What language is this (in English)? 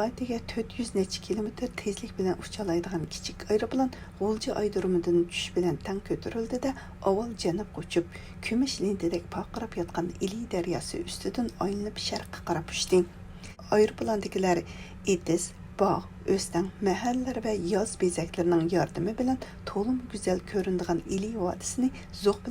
Uyghur